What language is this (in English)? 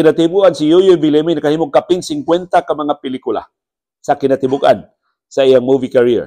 Cebuano